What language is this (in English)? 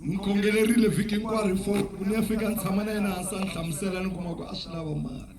Tsonga